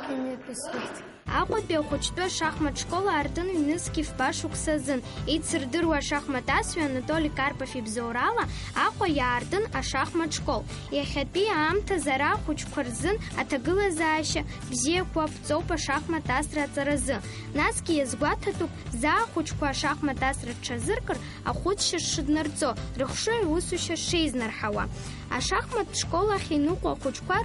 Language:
Abkhazian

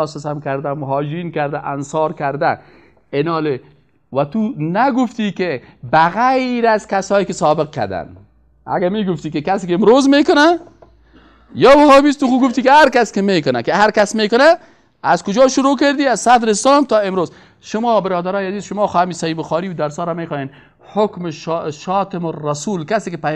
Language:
Persian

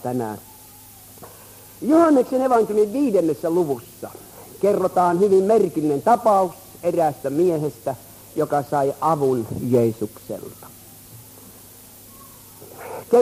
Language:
Finnish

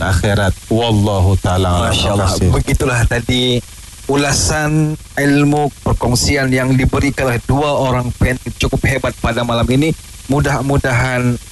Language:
Malay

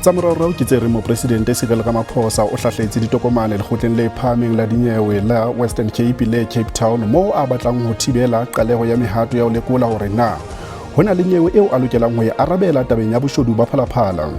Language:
Southern Sotho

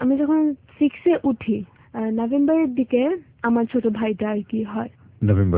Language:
Bangla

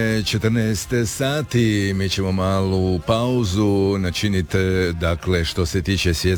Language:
Croatian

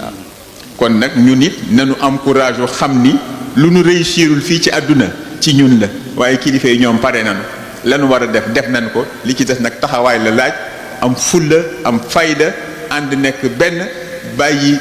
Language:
Wolof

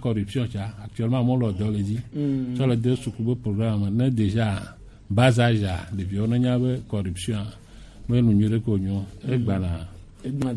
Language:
Gen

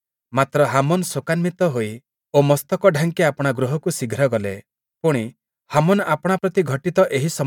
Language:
Odia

